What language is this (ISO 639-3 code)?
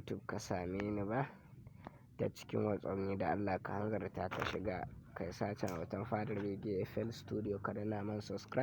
hau